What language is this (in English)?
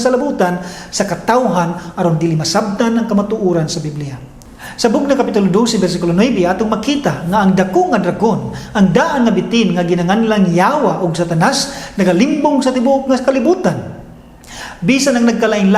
Cebuano